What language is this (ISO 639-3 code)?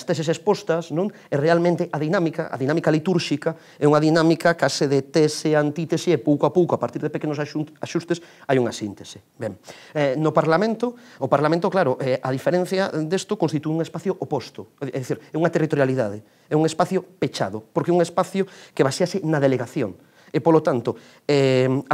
glg